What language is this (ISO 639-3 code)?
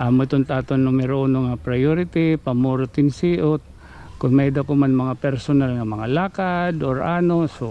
war